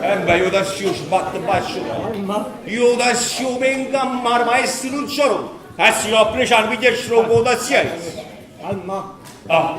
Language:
Neapolitan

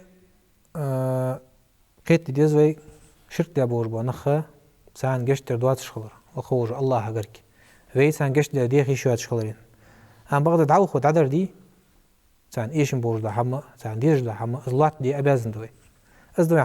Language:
Ingush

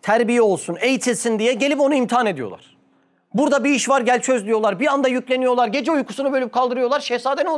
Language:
Turkish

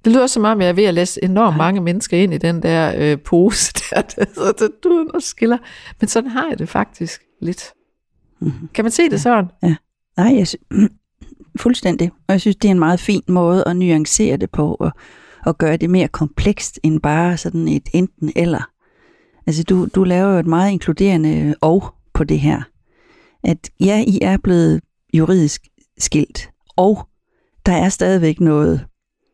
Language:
Danish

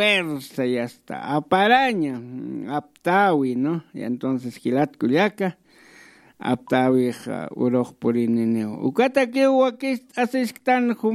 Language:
Aymara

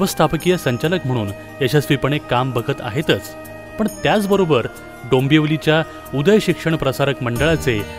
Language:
Marathi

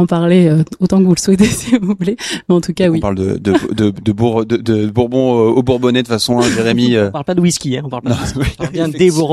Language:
French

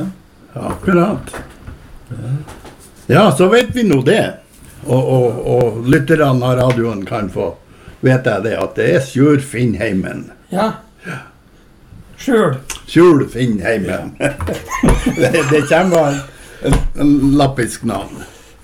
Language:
Norwegian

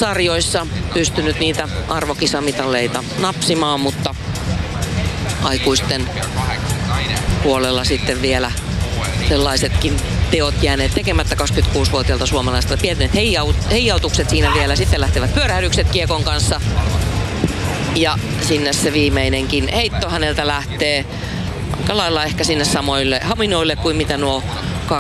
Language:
Finnish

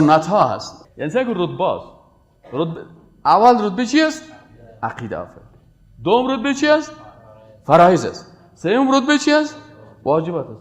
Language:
Persian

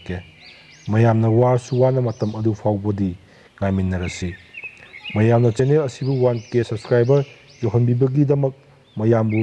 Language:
Manipuri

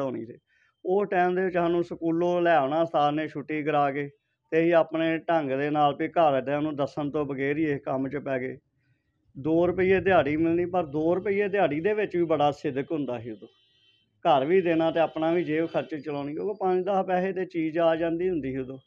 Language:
Punjabi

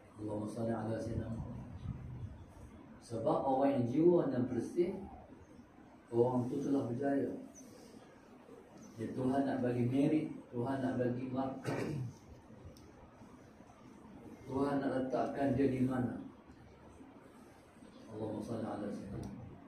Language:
Malay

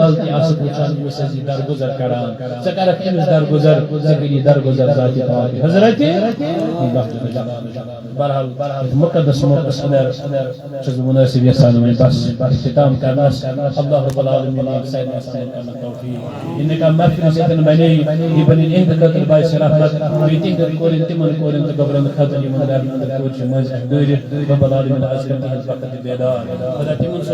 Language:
Kashmiri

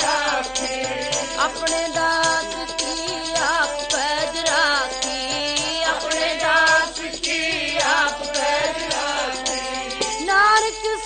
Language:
Punjabi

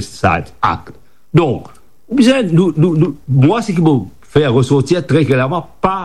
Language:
Morisyen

